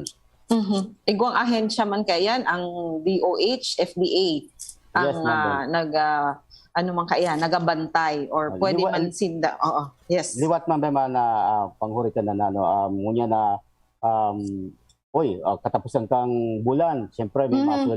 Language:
Bikol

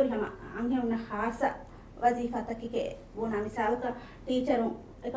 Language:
Divehi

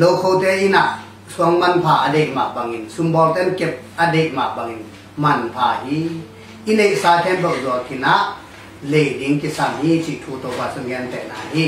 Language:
Tedim Chin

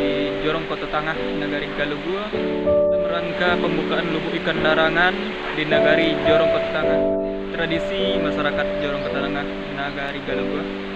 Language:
Minangkabau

